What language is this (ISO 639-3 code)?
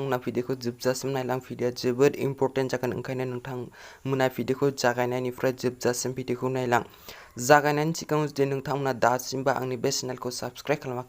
brx